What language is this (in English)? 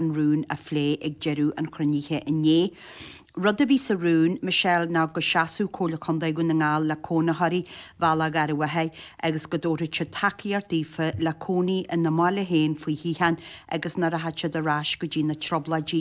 Irish